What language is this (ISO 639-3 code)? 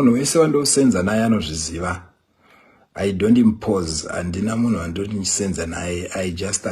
sna